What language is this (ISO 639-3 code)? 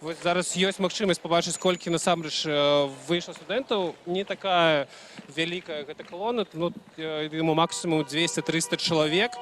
bel